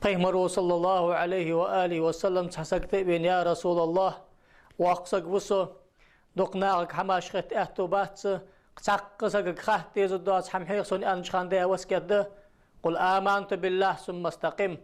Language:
Ingush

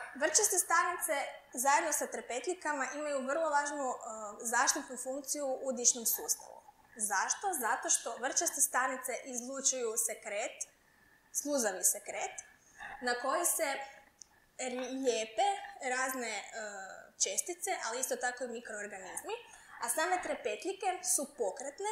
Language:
Croatian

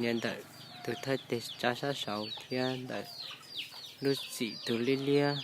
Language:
Hmong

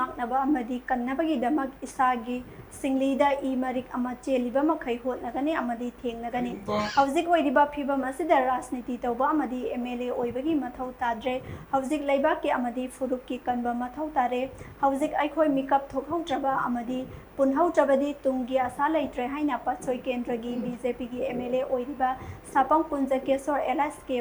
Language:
Manipuri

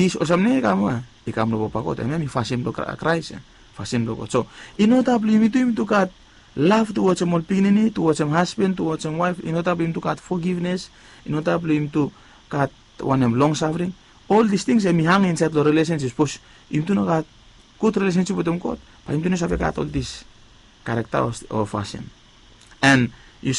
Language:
Bislama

